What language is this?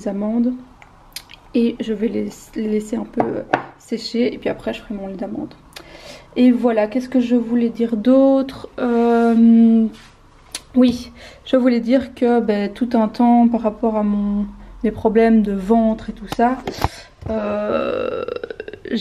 French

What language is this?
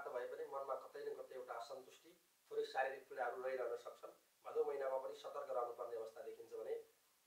Nepali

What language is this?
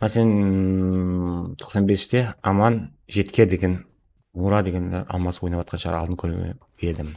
Kara-Kalpak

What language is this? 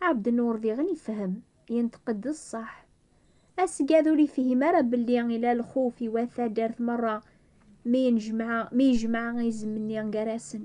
Kabyle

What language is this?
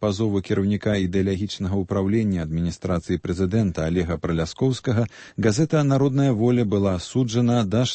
Belarusian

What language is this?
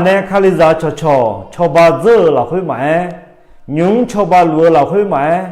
Akha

